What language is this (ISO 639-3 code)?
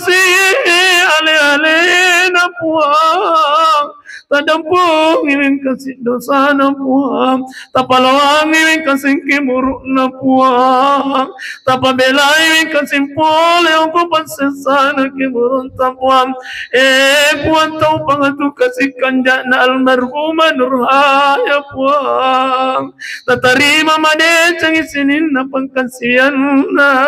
bug